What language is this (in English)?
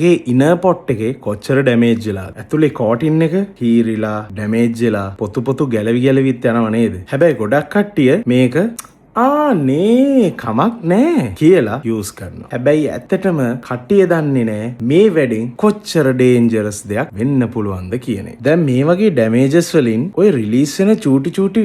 Sinhala